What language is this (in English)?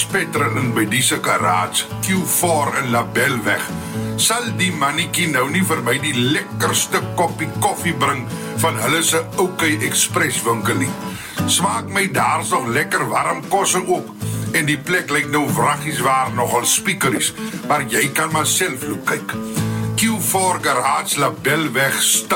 Afrikaans